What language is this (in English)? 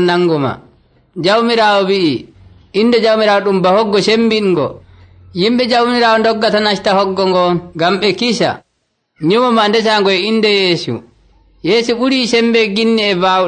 Nigerian Fulfulde